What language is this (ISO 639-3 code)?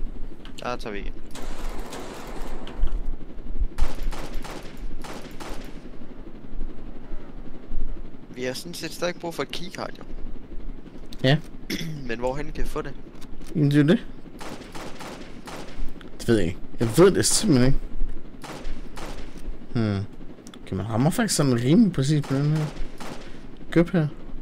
dan